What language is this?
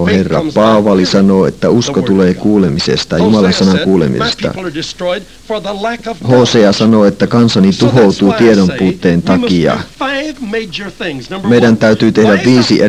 Finnish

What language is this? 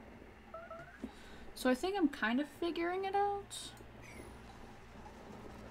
English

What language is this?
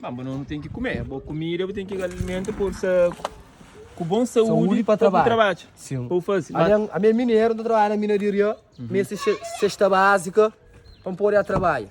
Kabuverdianu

